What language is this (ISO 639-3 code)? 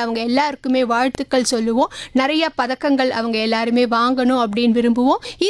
tam